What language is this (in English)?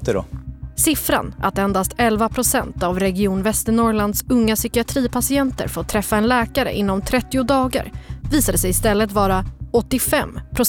Swedish